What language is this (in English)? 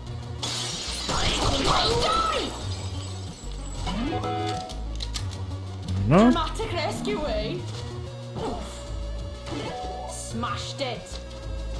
French